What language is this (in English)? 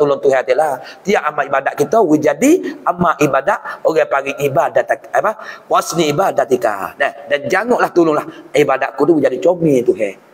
Malay